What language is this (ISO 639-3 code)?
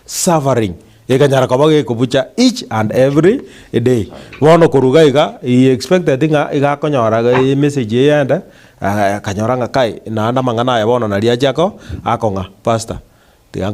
guz